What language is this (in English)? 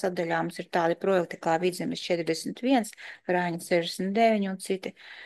Latvian